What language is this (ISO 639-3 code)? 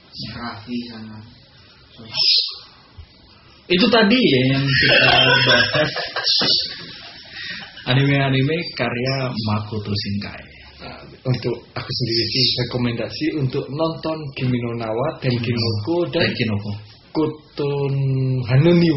ind